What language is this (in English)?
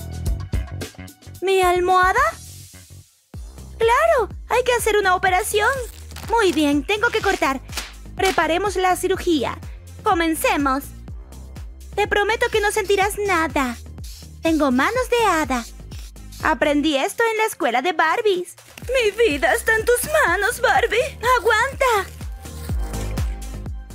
Spanish